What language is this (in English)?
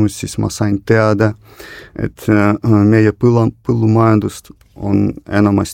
Estonian